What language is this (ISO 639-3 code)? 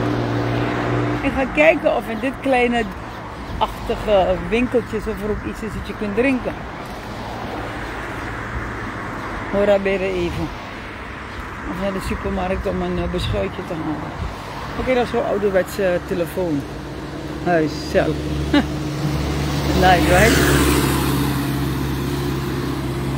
nld